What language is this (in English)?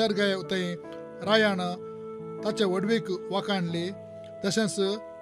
Konkani